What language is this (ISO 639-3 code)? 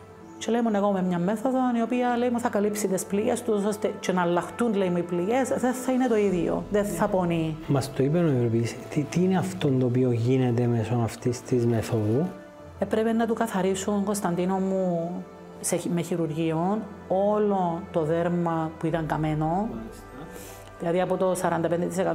ell